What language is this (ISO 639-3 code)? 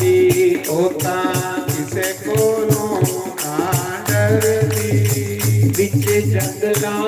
doi